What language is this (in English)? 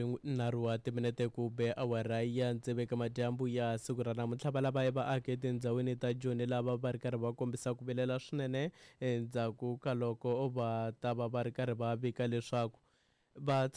Tsonga